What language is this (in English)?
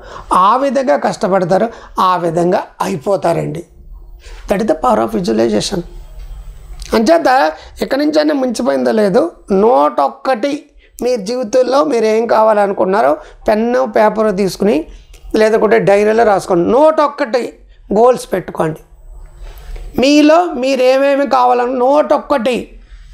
Telugu